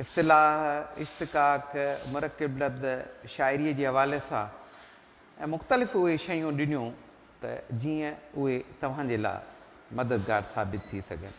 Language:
Sindhi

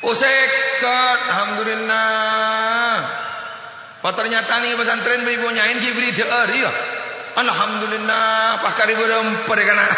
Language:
Madurese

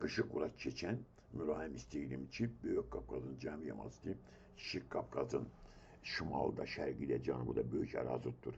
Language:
Azerbaijani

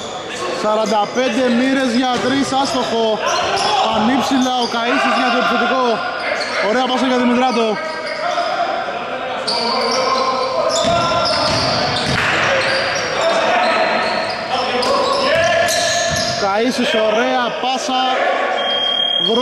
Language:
Greek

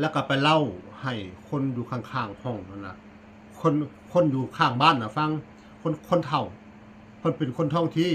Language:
Northeastern Thai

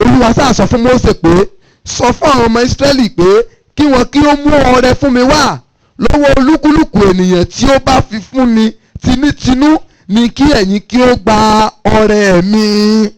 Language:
Yoruba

